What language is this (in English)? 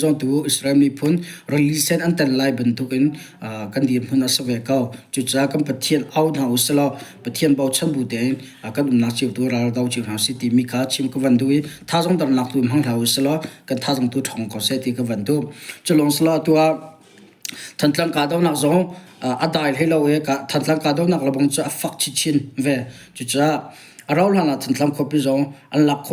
Hakha Chin